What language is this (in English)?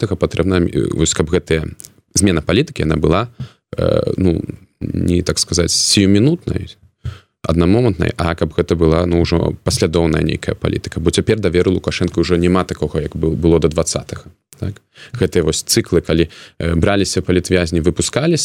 Belarusian